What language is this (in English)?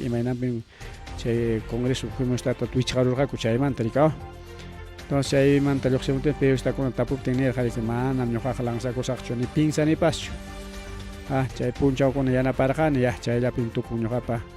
Ayacucho Quechua